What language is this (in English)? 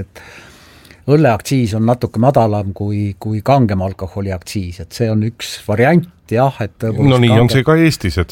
Estonian